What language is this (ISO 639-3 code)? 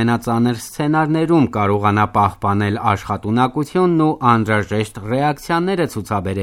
hye